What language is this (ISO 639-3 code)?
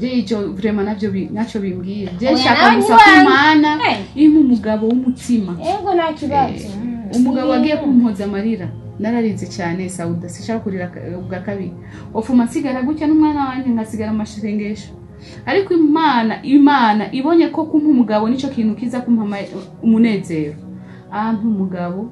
run